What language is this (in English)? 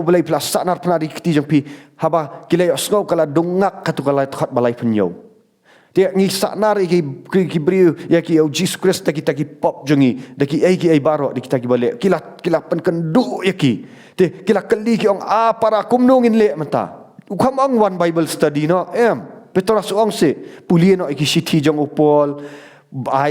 Khasi